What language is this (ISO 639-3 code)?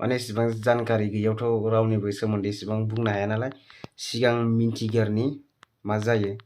brx